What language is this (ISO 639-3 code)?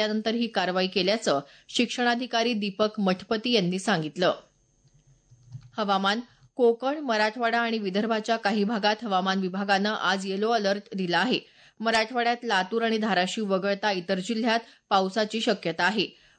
mar